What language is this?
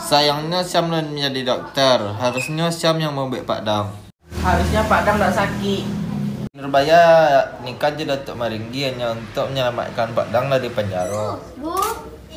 Minangkabau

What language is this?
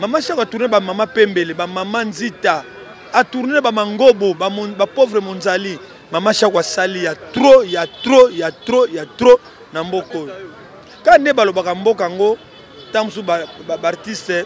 Lingala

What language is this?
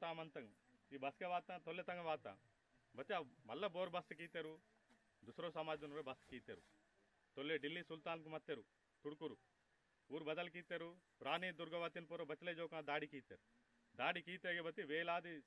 Aheri Gondi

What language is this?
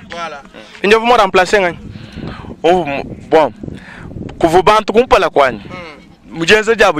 Luba-Lulua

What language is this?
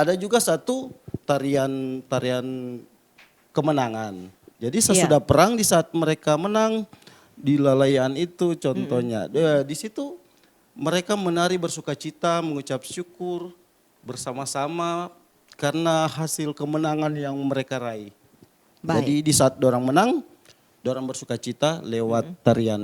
Manado Malay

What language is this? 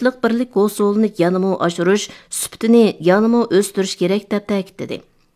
Uyghur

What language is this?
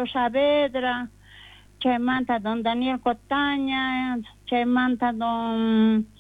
South Bolivian Quechua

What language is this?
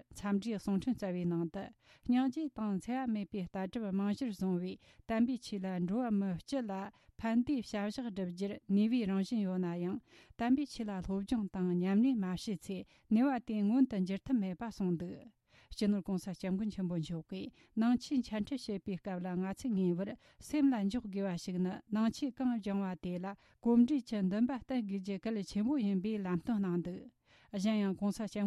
Tibetan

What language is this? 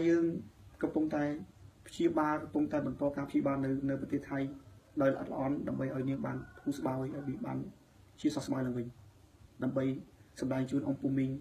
Khmer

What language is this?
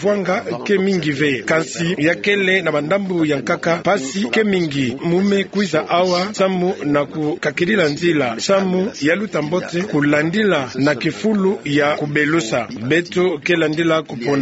Kituba (Democratic Republic of Congo)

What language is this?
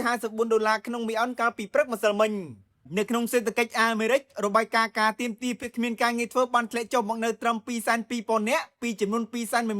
Khmer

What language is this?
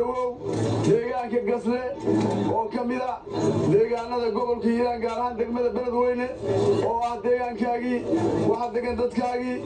Somali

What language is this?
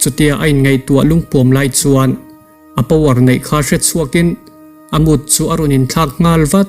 Mizo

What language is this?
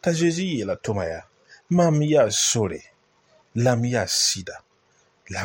Mossi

